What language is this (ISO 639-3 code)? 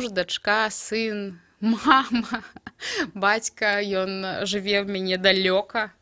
bel